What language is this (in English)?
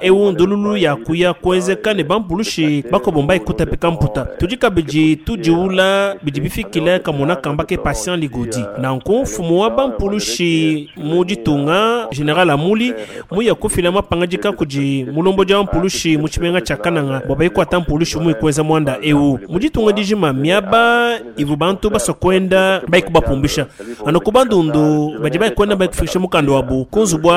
Luba-Lulua